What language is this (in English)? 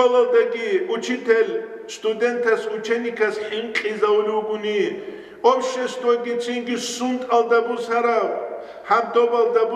Avaric